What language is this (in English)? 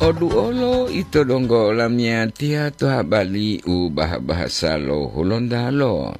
Gorontalo